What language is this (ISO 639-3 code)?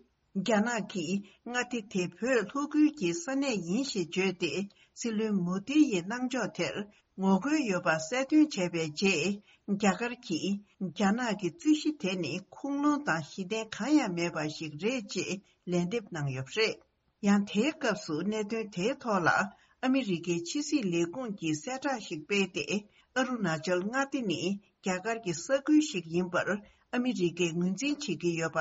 bod